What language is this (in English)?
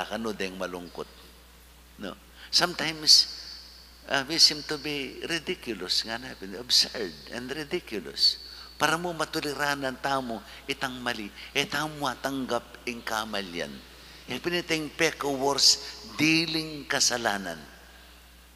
Pampanga